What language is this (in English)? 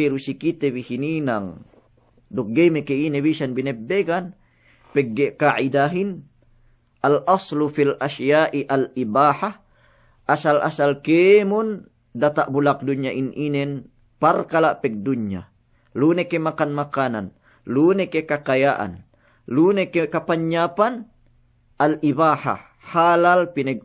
Yakan